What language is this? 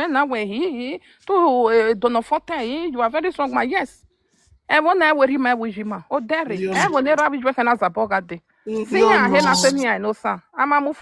Nigerian Pidgin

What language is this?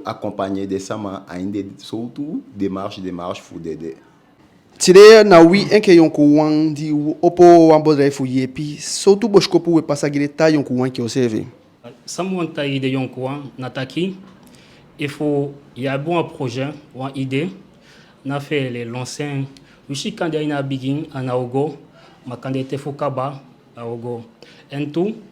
Eastern Maroon Creole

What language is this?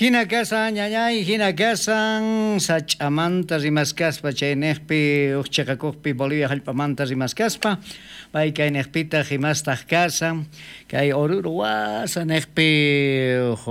South Bolivian Quechua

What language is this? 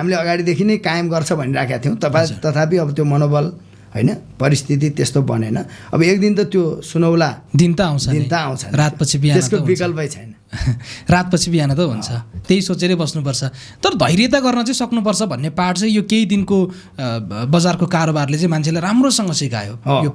Nepali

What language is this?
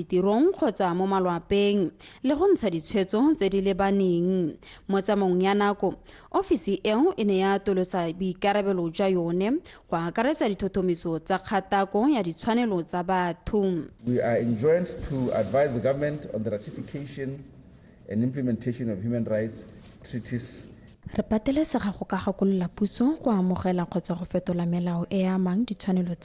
Tswana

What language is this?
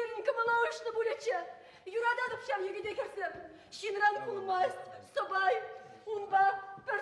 Chuvash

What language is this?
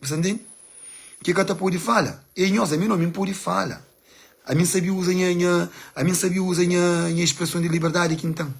Kabuverdianu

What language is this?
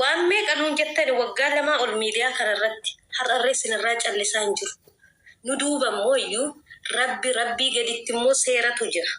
Oromo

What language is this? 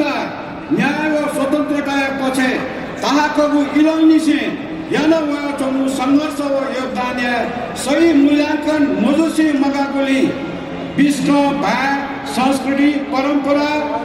Newari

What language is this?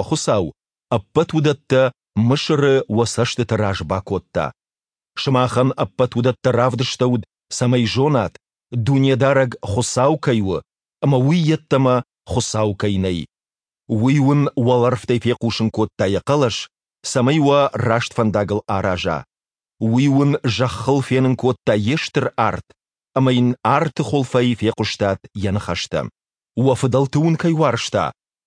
Ossetic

